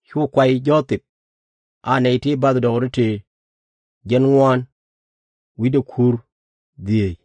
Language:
Nuer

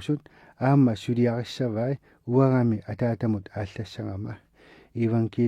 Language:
Kalaallisut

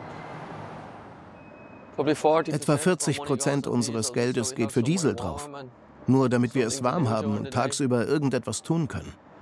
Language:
German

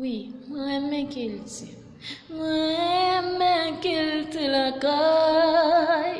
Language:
Haitian Creole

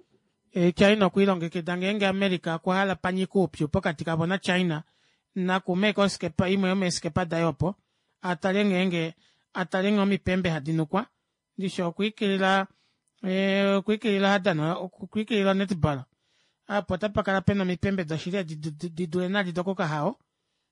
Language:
Kuanyama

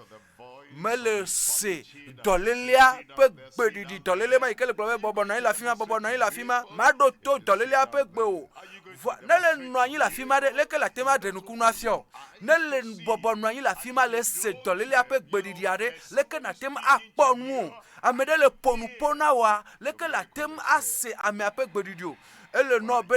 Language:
Ewe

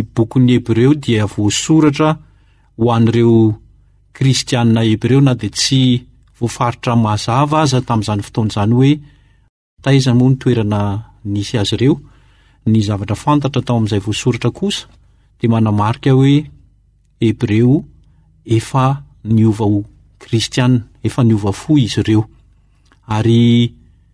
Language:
Malagasy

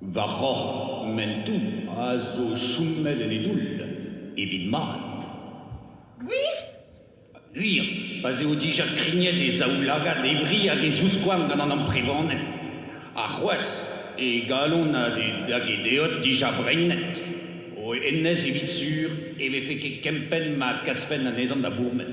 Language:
Breton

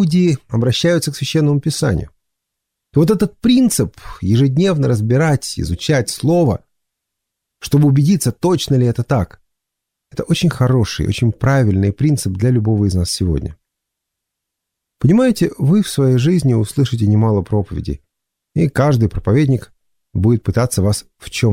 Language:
Russian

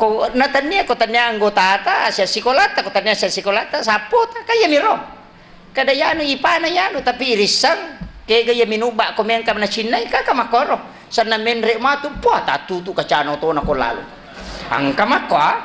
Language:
Buginese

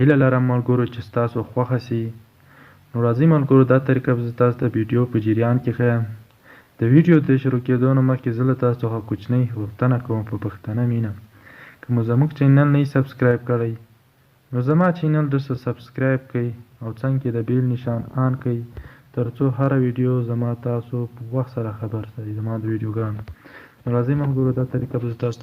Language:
Pashto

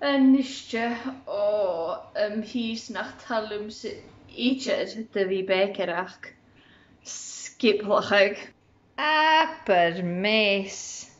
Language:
Scottish Gaelic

